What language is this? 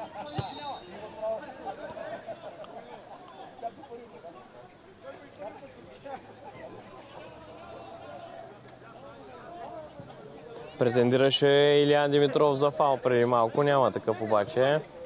Bulgarian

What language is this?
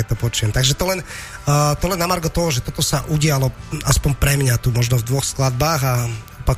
Slovak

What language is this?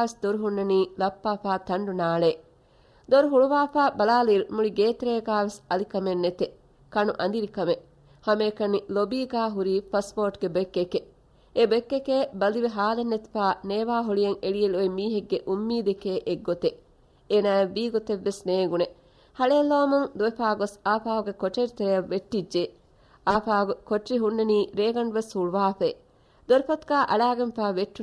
Divehi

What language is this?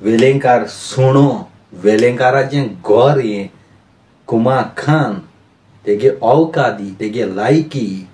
Konkani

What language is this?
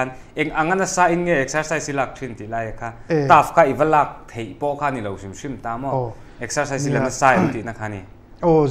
Mizo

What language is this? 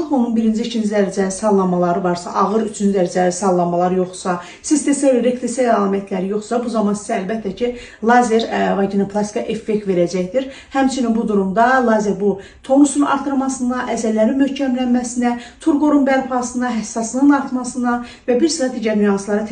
Azerbaijani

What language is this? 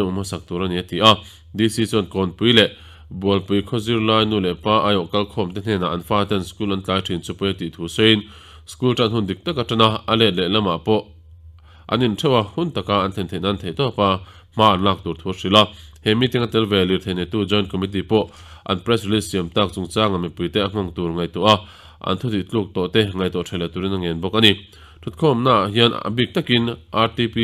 Mizo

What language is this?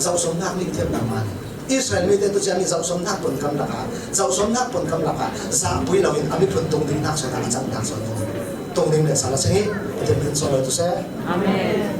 Falam Chin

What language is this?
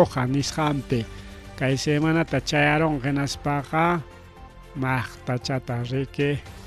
Ayacucho Quechua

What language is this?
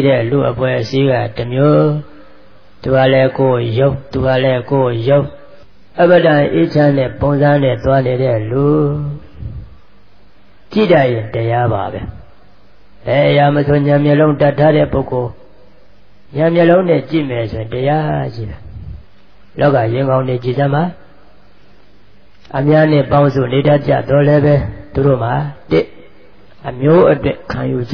Burmese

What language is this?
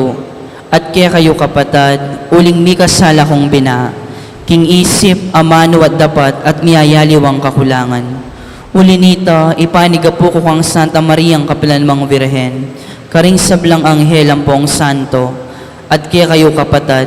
Pampanga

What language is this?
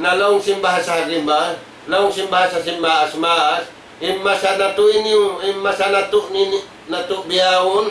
Tausug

